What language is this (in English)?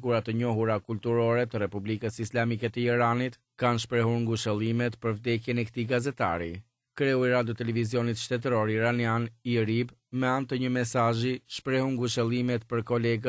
Albanian